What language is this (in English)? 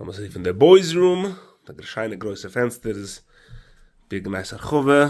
Yiddish